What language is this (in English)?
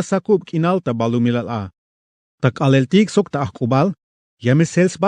Tzeltal